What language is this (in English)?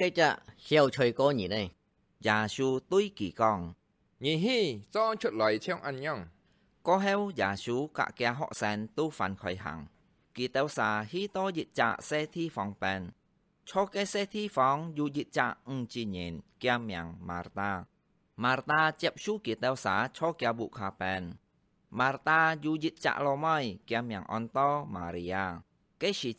Hakka Chinese